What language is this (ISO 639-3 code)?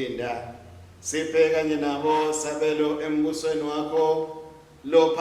ssw